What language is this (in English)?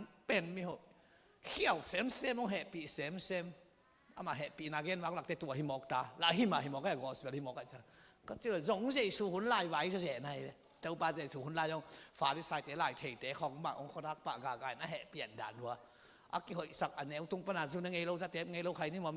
Tedim Chin